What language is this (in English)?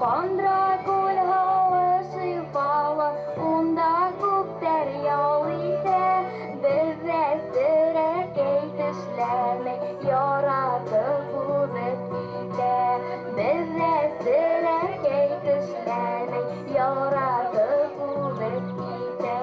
Bashkir